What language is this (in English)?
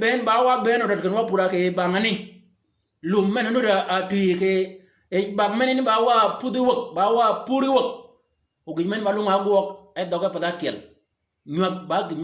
Shilluk